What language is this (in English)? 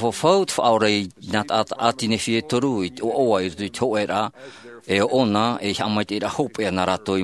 Tahitian